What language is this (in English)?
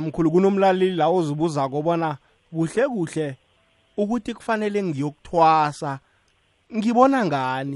South Ndebele